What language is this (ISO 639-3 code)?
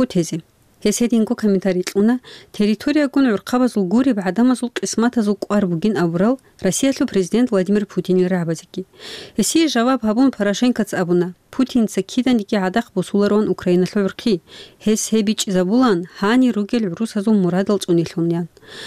ava